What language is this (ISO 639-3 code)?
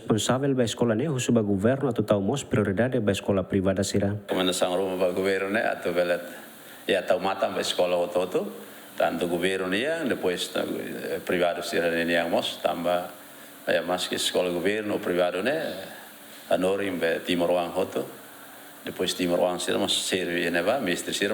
tet